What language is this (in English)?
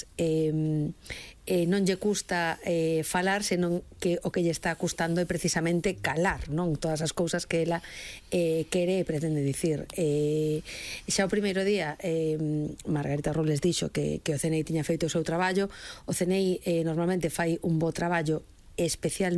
Galician